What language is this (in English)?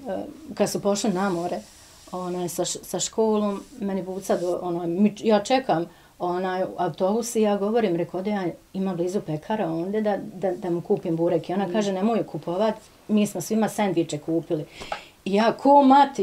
Bosnian